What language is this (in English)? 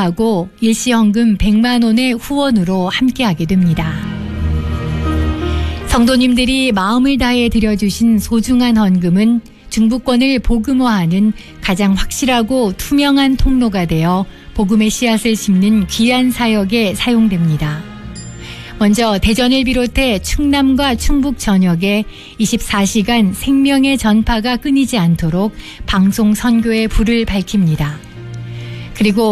Korean